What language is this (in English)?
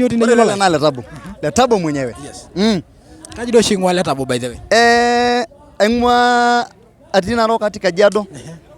Masai